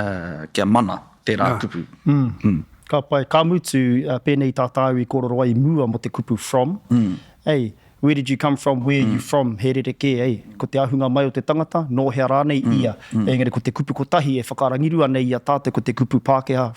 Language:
Māori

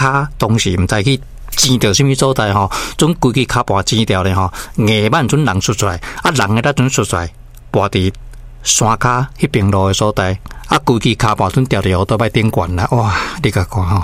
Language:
Min Nan Chinese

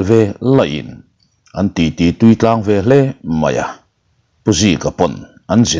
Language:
Mizo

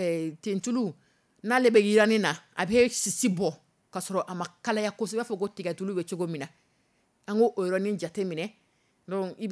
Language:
Dyula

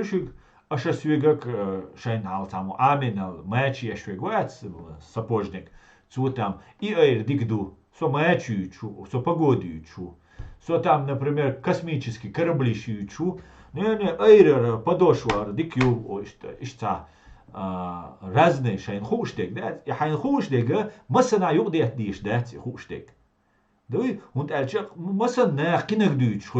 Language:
Chechen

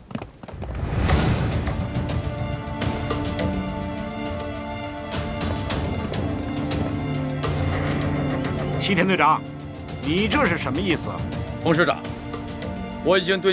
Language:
Chinese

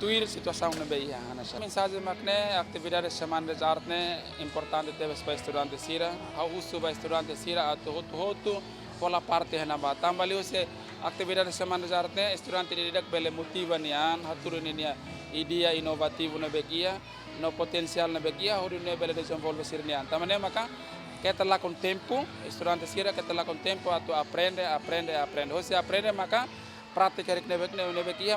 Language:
Tetum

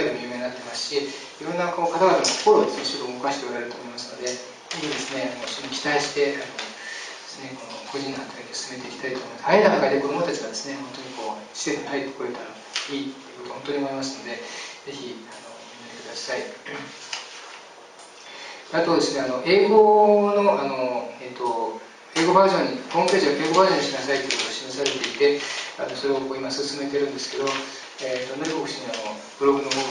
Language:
Japanese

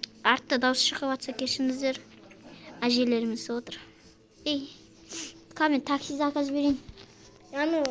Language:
Kazakh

